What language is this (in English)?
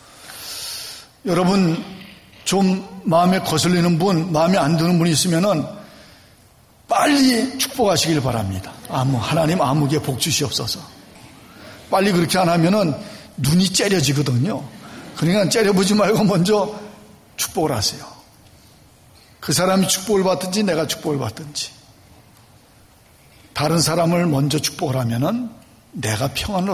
Korean